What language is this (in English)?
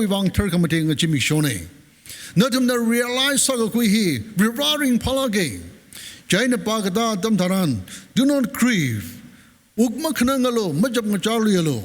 Tangkhul Naga (India)